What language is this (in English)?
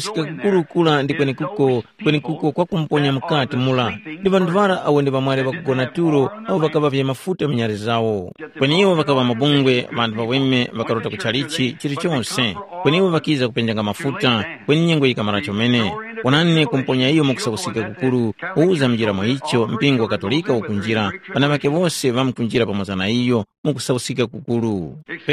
Tumbuka